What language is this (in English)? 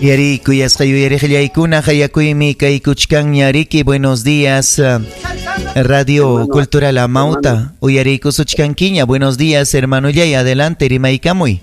Ayacucho Quechua